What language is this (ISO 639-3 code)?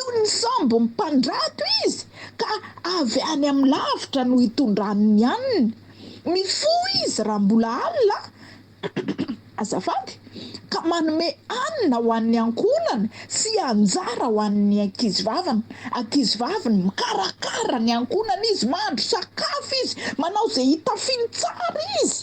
mlg